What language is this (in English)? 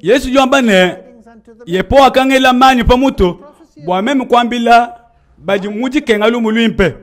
Luba-Lulua